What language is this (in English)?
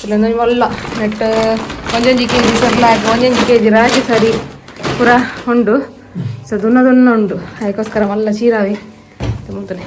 Tulu